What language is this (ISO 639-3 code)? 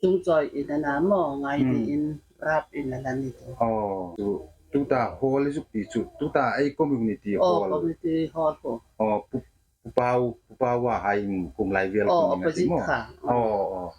hmr